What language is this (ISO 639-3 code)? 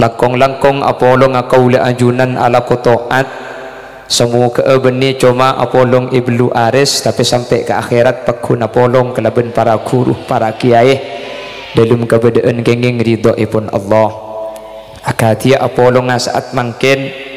mad